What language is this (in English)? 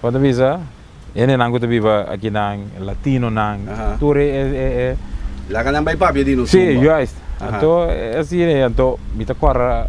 Papiamento